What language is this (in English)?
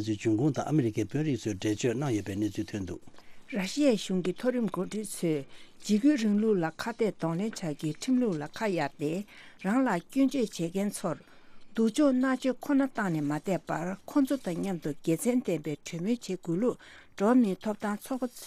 Tibetan